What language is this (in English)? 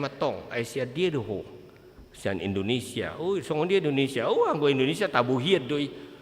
Batak Toba